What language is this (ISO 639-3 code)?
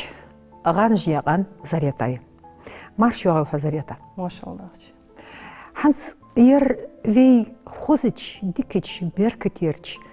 inh